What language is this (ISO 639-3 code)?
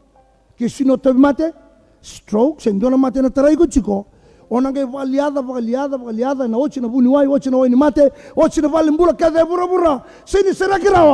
fij